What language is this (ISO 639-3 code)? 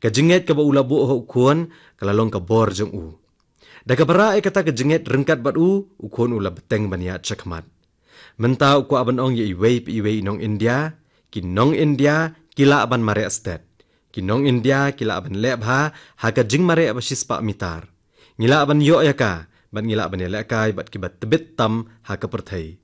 kha